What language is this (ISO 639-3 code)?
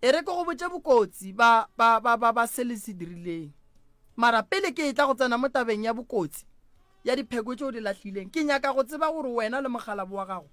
nso